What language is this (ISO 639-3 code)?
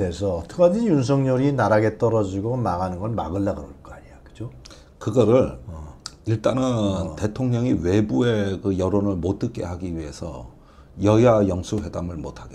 kor